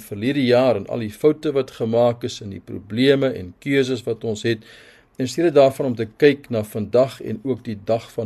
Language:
Afrikaans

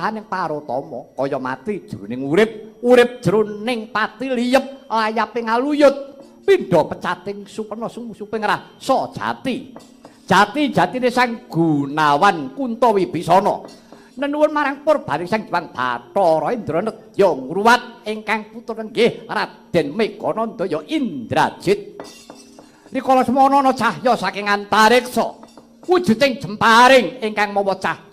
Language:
Javanese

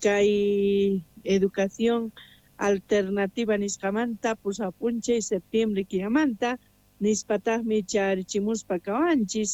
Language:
Quechua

